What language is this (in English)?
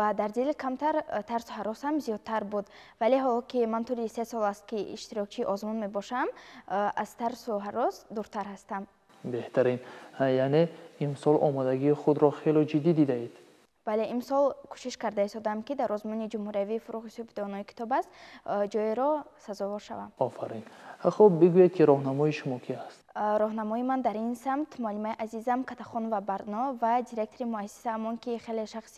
Tajik